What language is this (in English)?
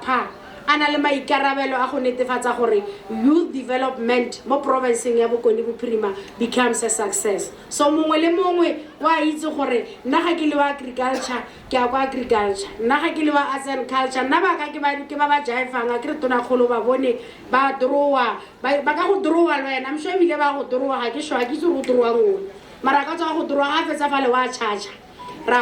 Tswana